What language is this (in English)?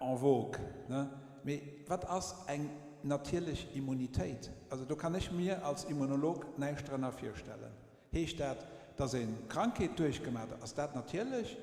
Luxembourgish